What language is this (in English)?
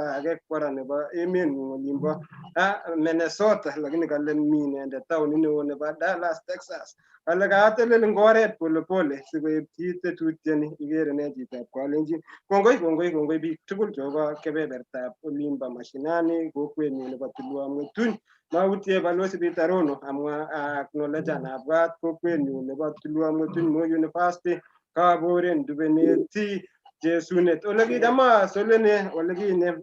Kalenjin